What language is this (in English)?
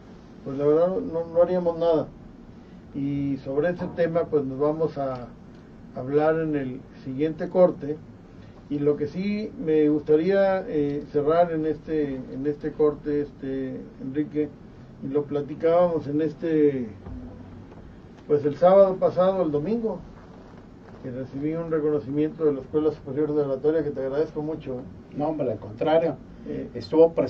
Spanish